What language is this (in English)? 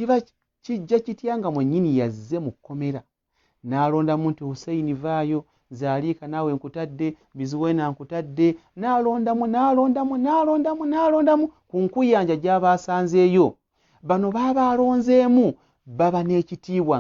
Ganda